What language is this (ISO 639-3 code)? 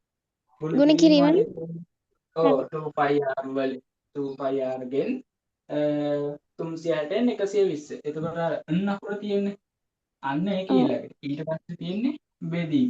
sin